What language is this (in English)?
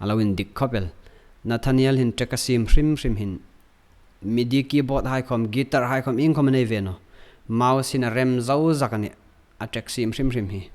Hmar